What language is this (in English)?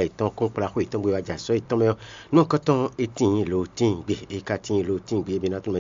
Fon